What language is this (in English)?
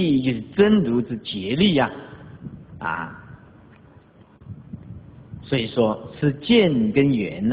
Chinese